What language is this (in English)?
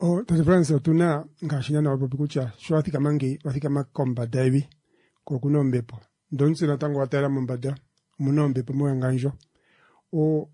Kuanyama